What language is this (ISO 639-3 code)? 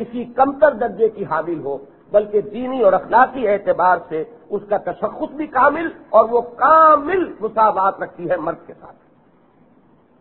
urd